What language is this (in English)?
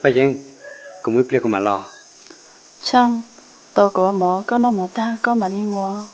Hmong